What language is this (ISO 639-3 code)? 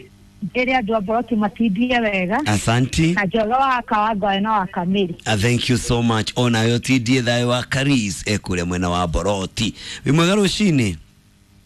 kik